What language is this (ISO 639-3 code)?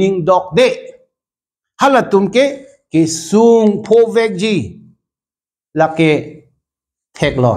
mjw